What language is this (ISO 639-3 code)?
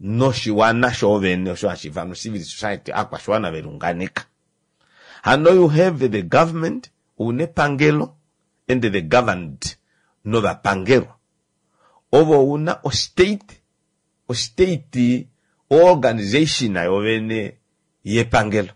kua